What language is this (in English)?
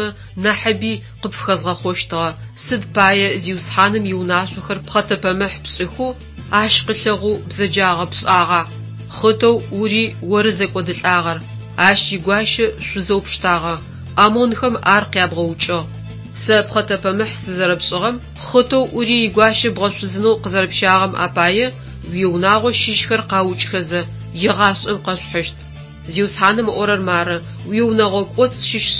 Adyghe